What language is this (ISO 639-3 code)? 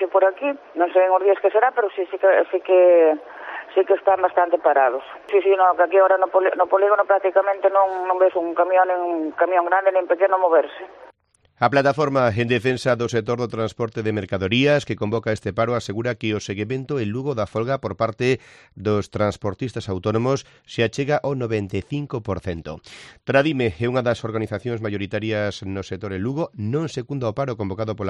glg